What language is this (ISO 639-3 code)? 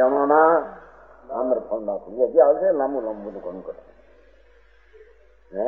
guj